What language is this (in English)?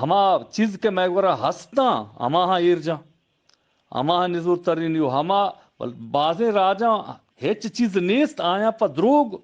Eastern Balochi